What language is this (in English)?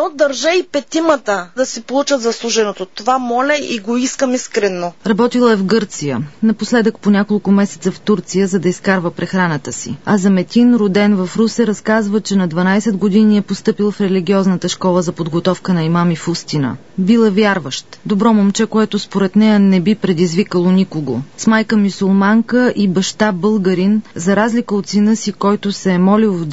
Bulgarian